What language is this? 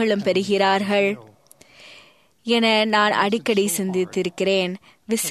Tamil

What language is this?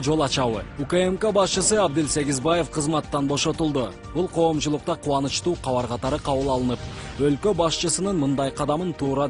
Kyrgyz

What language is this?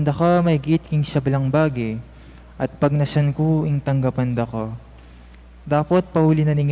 Pampanga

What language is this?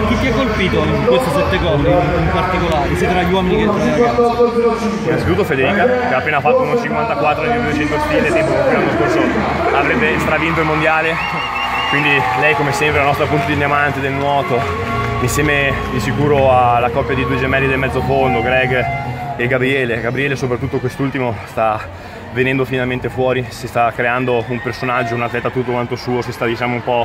Italian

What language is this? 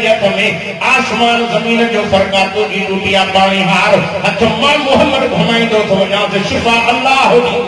Sindhi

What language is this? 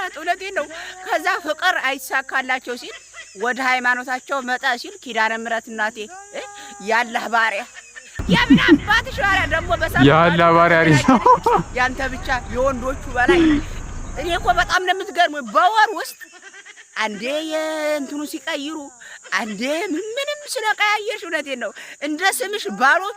Amharic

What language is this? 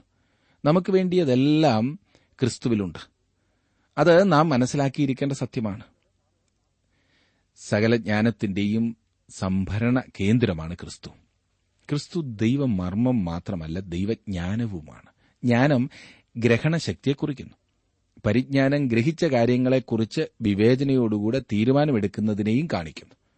Malayalam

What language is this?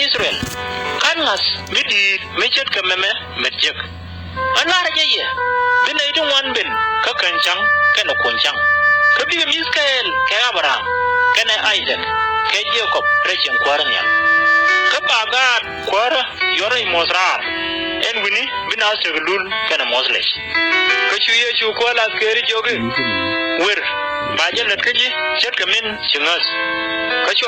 Nuer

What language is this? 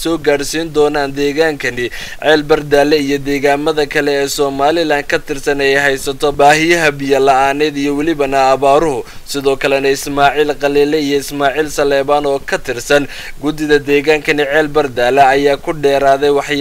Somali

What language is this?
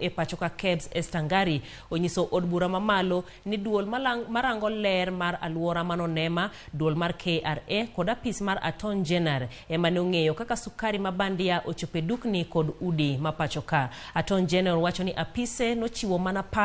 Luo (Kenya and Tanzania)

